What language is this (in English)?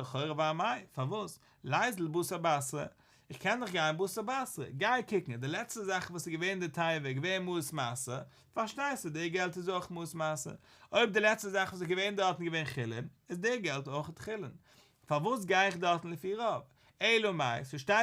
Yiddish